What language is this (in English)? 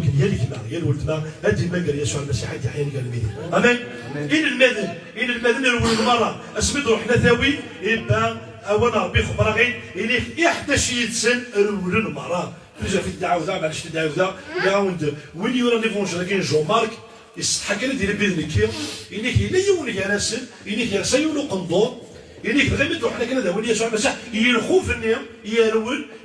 Kabyle